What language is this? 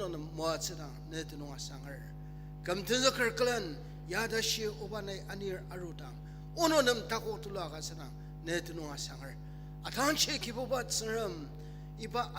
Ao Naga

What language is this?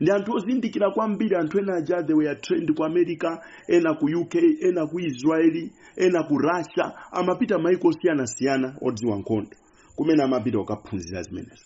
Nyanja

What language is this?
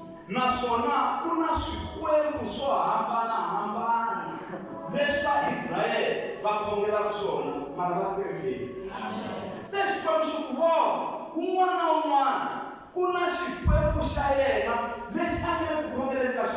Tsonga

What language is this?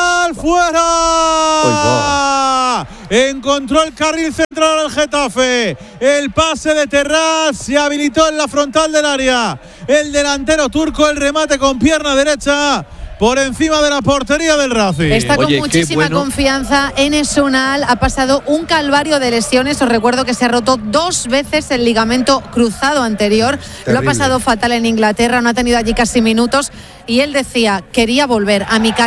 Spanish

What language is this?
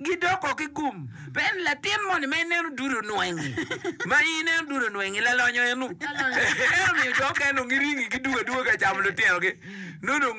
Acoli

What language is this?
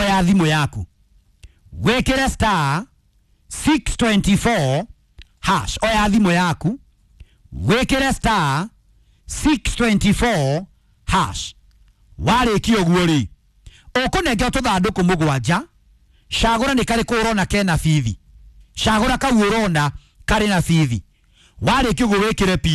Kikuyu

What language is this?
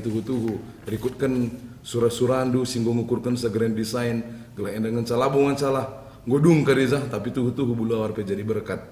Batak Karo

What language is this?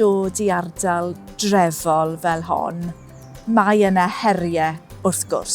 Welsh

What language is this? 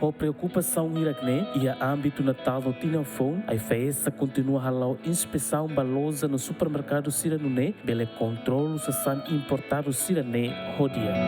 Tetum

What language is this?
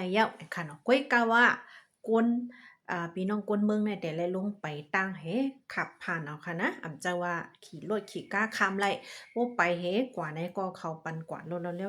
Shan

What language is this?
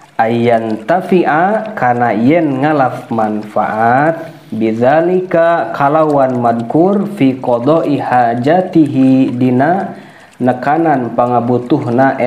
Sundanese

